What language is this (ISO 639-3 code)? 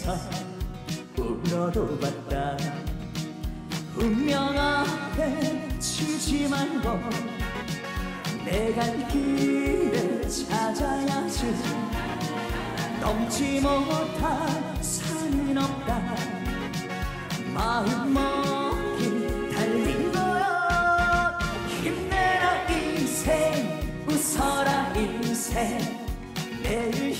kor